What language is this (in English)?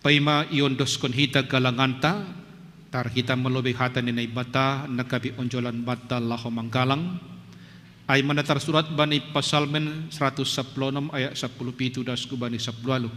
Batak Simalungun